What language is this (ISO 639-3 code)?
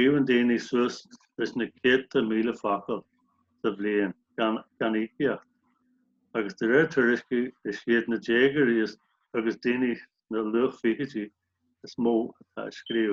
gle